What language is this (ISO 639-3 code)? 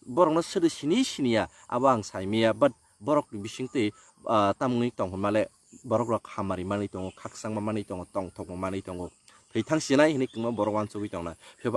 trp